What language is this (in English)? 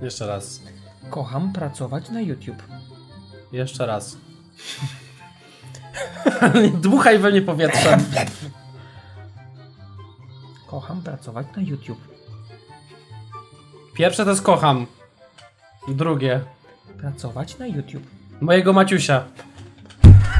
Polish